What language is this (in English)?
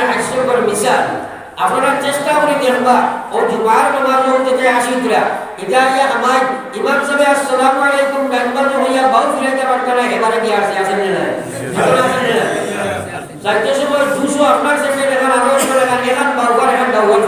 Sylheti